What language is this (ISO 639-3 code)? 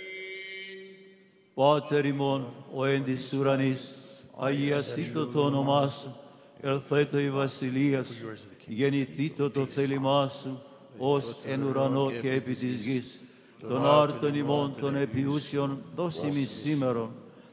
ell